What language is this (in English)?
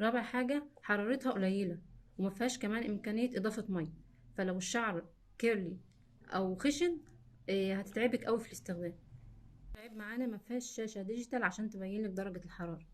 Egyptian Arabic